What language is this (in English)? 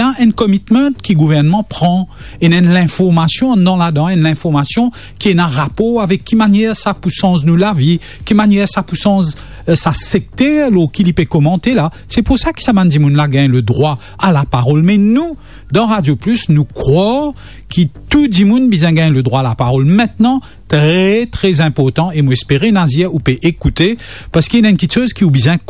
Morisyen